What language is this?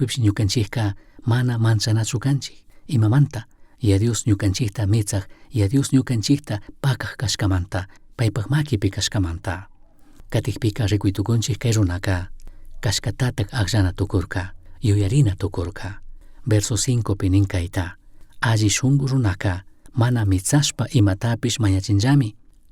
Chimborazo Highland Quichua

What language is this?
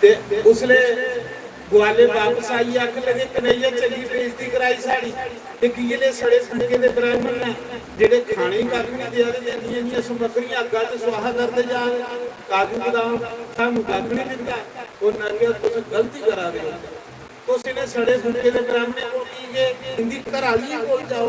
Dogri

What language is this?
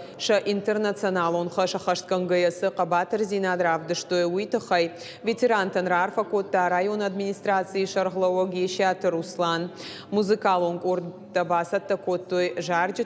Ossetic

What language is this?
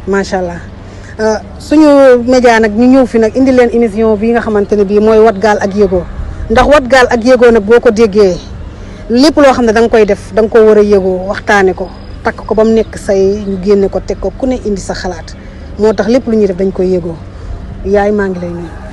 Wolof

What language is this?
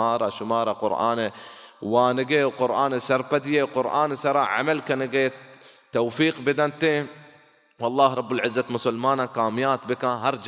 Baluchi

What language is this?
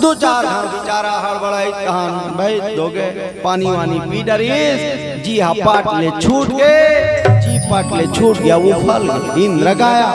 Chhattisgarhi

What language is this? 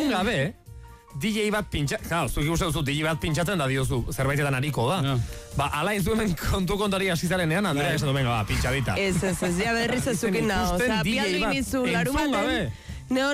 Basque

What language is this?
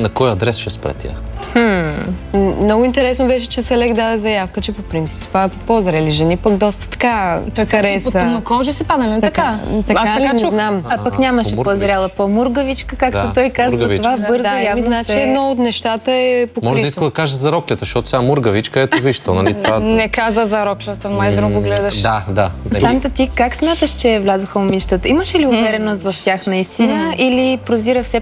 Bulgarian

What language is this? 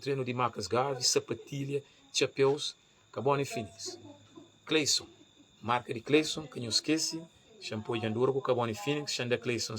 Kabuverdianu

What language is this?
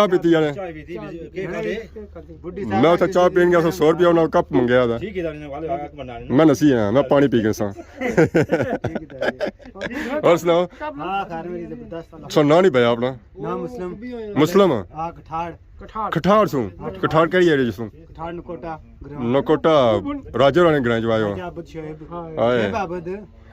Pahari-Potwari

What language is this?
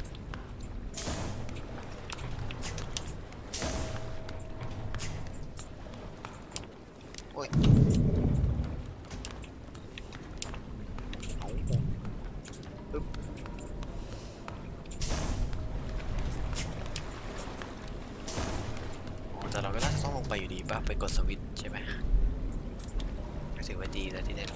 Thai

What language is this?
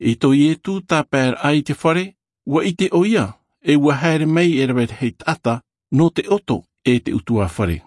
Tahitian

